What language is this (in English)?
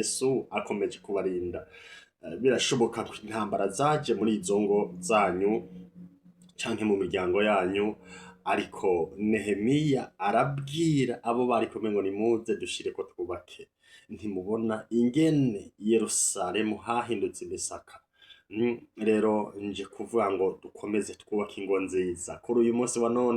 Rundi